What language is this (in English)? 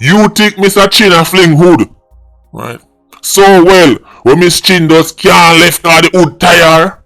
Jamaican Creole English